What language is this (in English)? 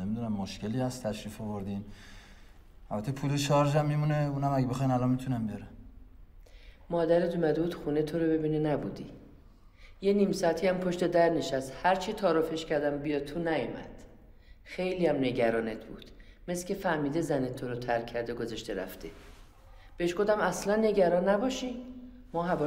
Persian